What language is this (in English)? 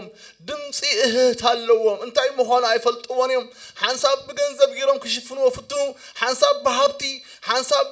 Tigrinya